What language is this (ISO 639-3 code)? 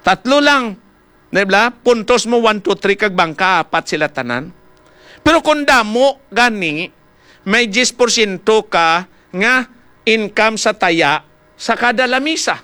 hil